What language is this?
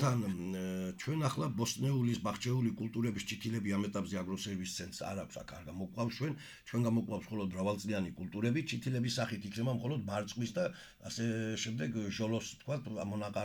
Georgian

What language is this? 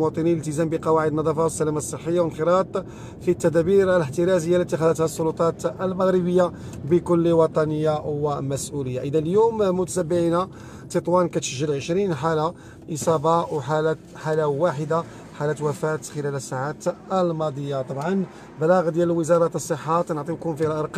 Moroccan Arabic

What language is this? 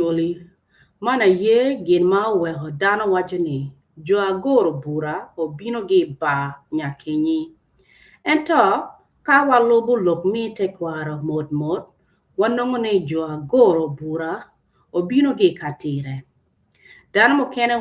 Acoli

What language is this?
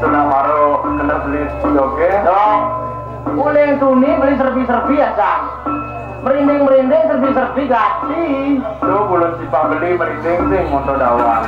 Balinese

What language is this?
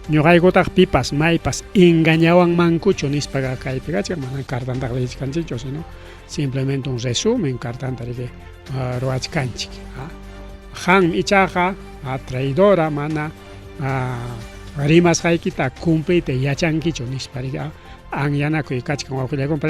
Ayacucho Quechua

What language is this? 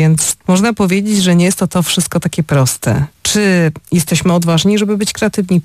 Polish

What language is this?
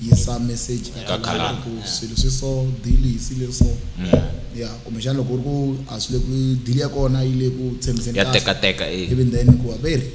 Tsonga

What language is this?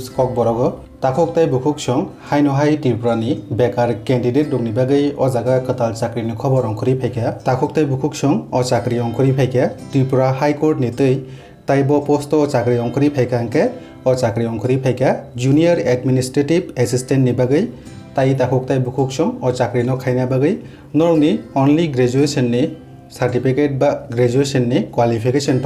Kok Borok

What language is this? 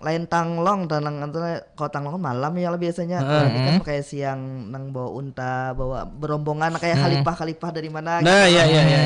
Banjar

